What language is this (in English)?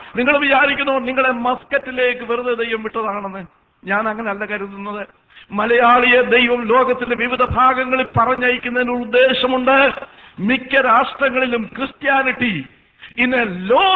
Malayalam